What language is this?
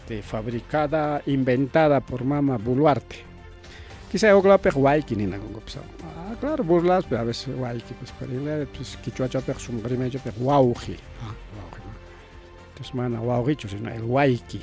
Ayacucho Quechua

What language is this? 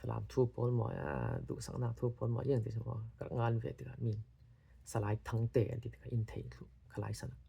Falam Chin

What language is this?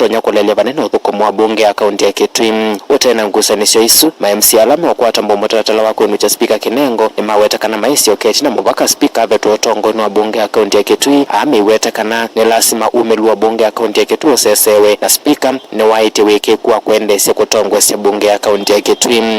Kamba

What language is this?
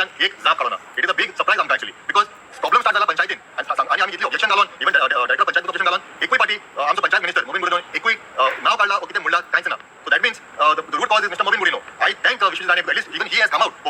Konkani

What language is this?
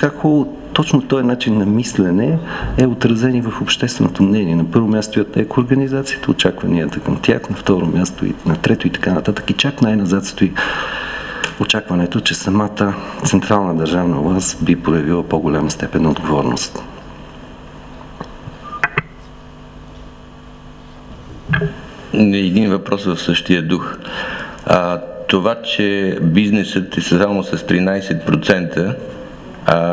Bulgarian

